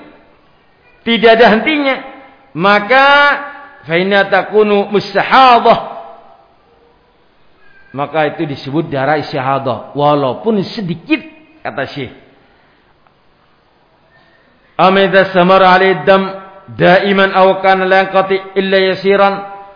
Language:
Indonesian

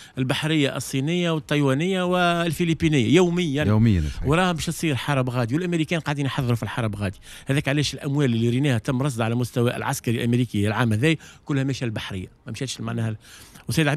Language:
Tunisian Arabic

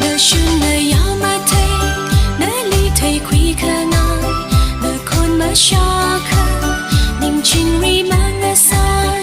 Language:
Tangkhul Naga (India)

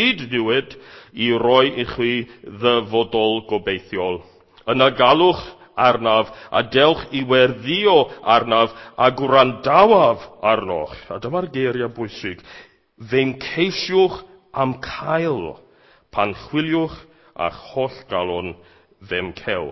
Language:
Welsh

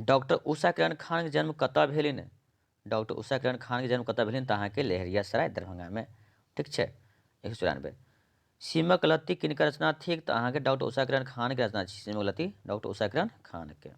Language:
Maithili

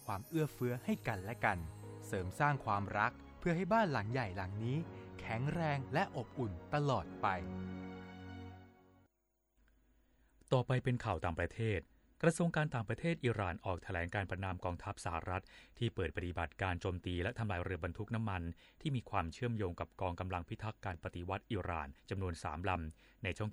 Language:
Thai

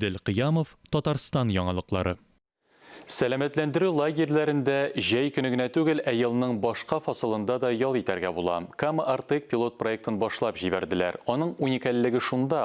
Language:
Tatar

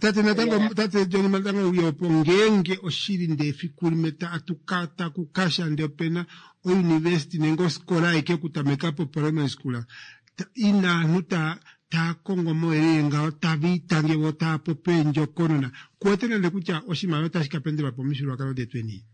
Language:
Kuanyama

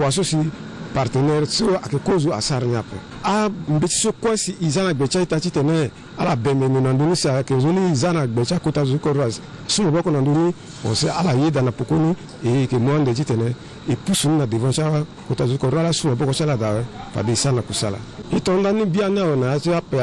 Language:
Sango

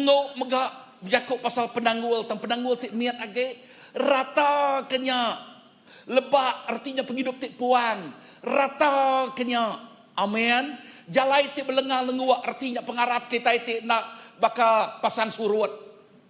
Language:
Iban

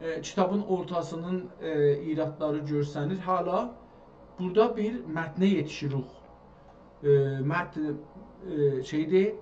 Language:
South Azerbaijani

